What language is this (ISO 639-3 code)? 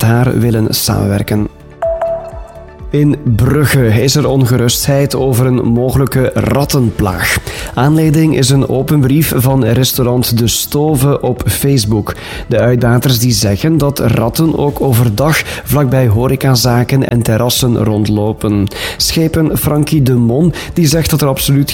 nld